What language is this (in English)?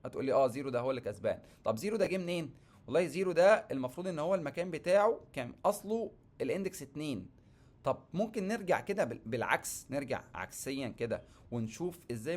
Egyptian Arabic